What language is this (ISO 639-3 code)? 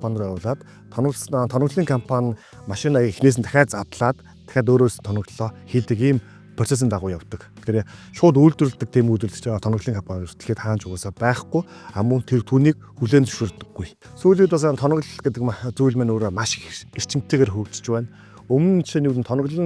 mon